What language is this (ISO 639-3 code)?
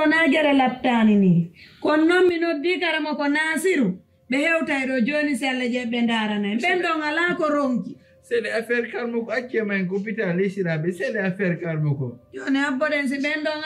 ful